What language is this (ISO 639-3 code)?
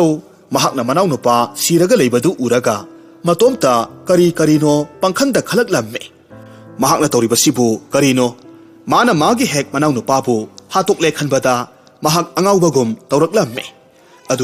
mni